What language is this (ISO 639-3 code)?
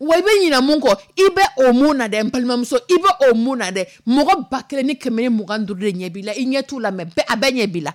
dyu